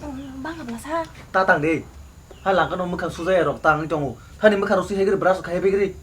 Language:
Kok Borok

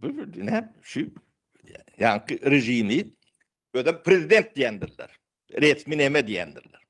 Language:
Turkmen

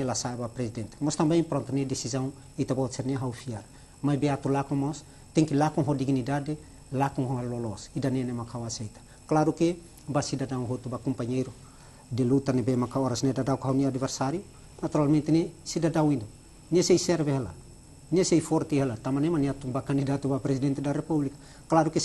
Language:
Tetum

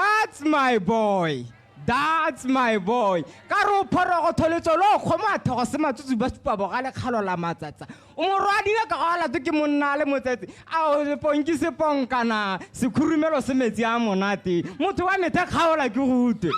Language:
Tswana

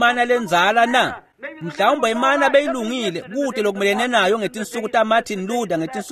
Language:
Swati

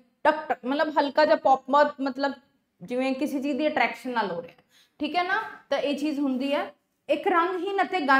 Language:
Punjabi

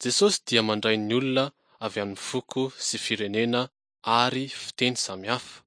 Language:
Malagasy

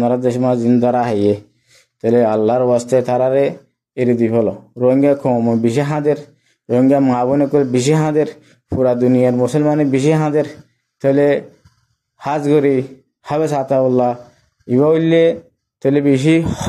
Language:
Rohingya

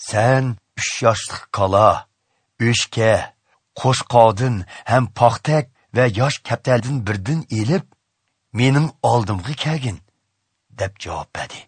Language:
Uyghur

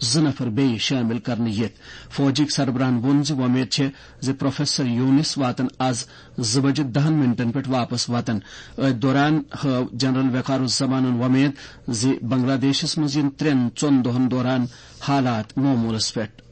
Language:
Kashmiri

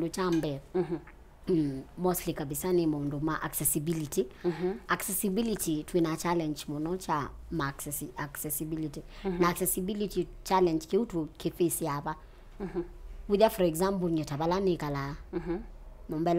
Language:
Kamba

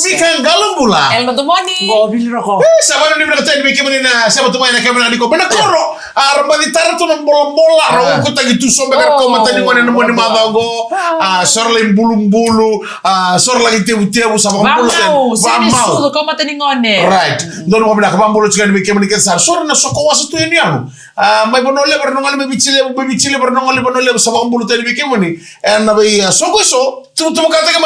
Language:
Fijian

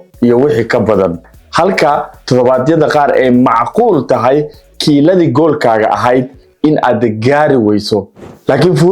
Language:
Somali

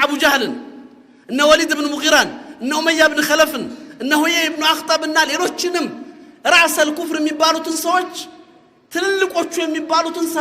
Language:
Amharic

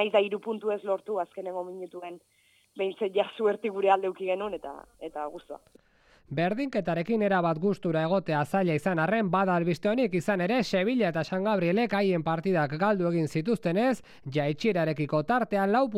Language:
Basque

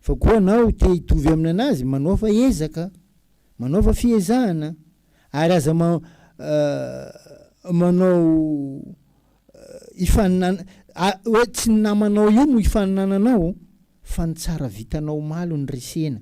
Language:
Malagasy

